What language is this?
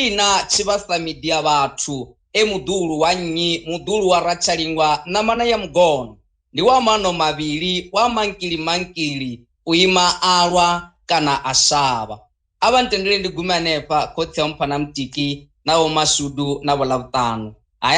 Venda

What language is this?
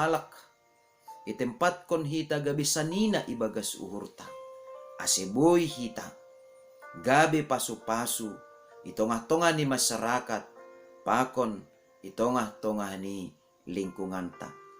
Batak Simalungun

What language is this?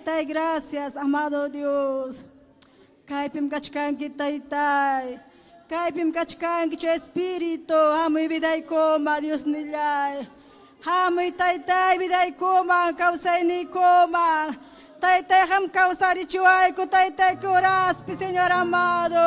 Ayacucho Quechua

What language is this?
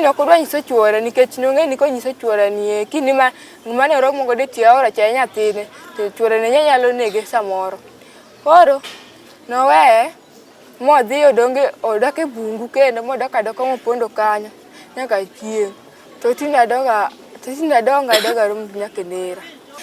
Luo (Kenya and Tanzania)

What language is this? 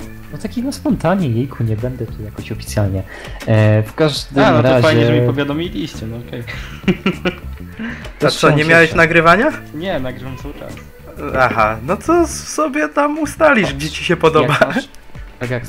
Polish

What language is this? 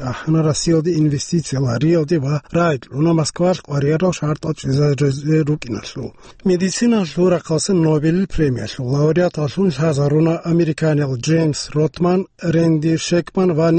Avaric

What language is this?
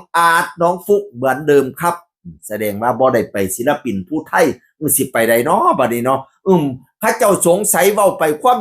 Northeastern Thai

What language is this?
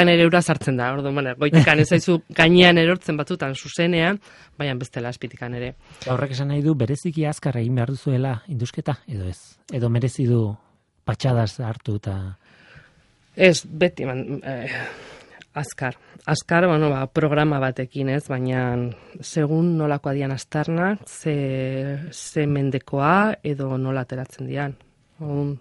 Basque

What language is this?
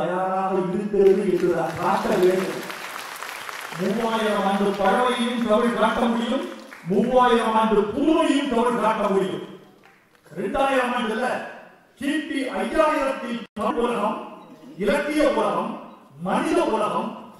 Tamil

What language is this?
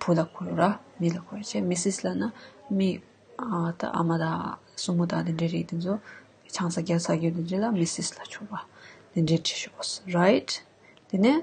Tibetan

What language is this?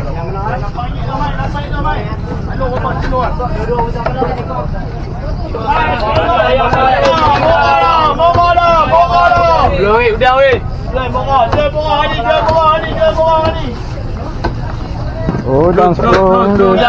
Malay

